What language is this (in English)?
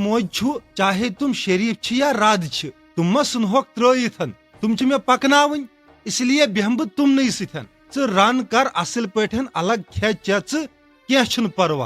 Kashmiri